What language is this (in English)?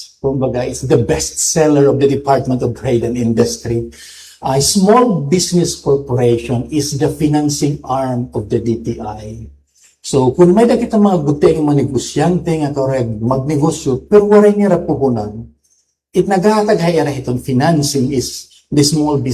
Waray